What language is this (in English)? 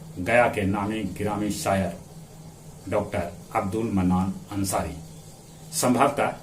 Magahi